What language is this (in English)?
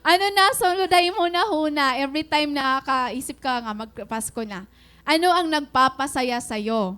Waray